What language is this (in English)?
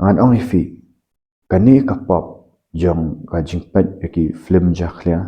Khasi